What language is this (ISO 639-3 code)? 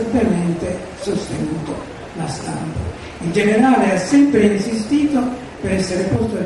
ita